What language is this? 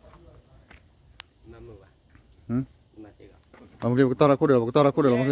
S'gaw Karen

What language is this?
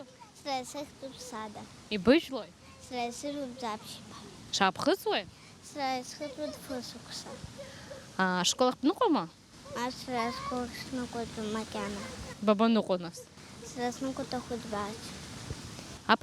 Abkhazian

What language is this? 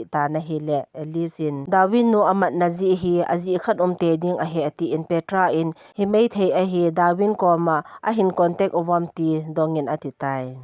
Thado Chin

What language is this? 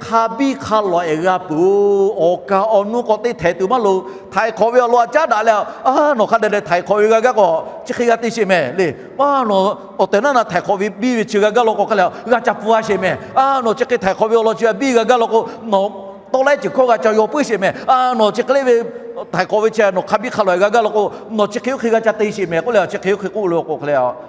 Lahu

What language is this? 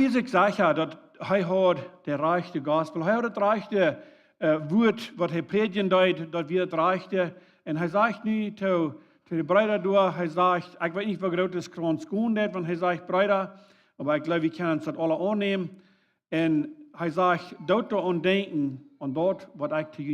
Plautdietsch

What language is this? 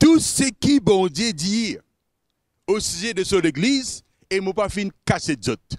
Morisyen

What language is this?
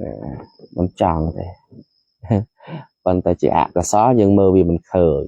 Khmer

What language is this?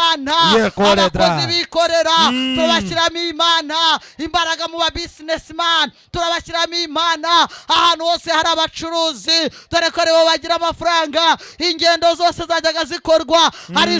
Kinyarwanda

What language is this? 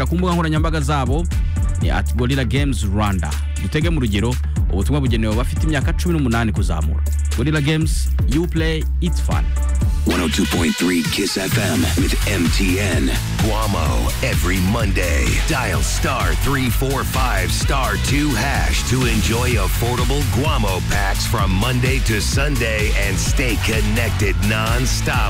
Kinyarwanda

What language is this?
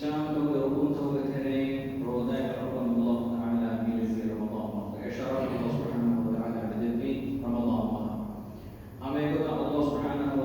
Divehi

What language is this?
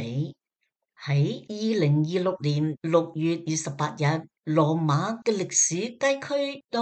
Cantonese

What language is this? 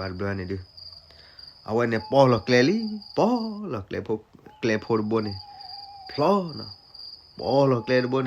S'gaw Karen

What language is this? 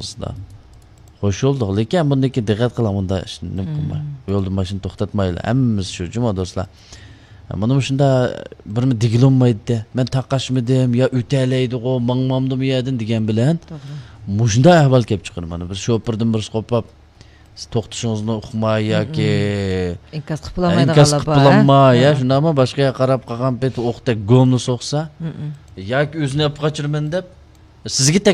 Uyghur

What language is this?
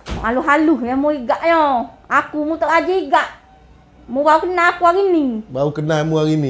Malay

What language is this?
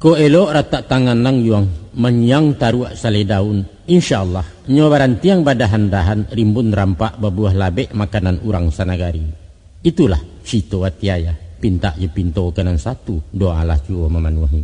Minangkabau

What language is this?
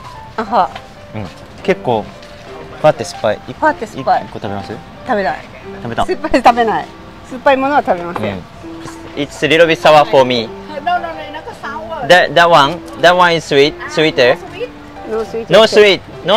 Japanese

